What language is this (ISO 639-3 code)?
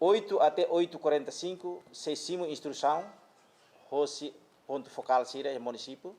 tet